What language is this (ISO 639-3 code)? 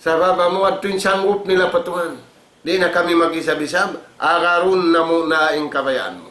tsg